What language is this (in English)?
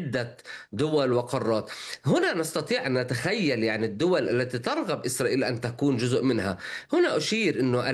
Arabic